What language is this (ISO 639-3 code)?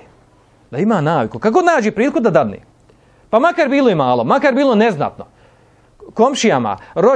bos